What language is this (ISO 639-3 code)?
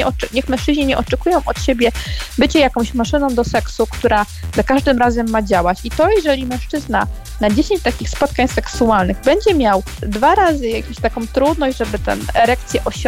pol